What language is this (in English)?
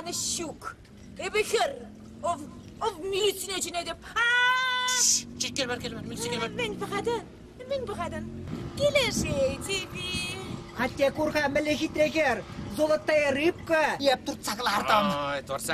Chuvash